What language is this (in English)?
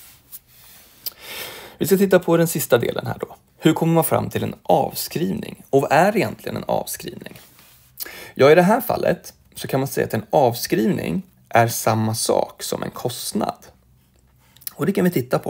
Swedish